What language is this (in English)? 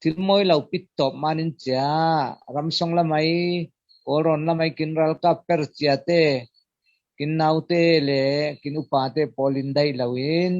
Falam Chin